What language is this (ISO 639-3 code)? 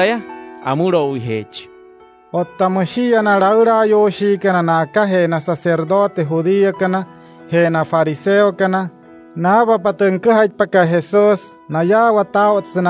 guc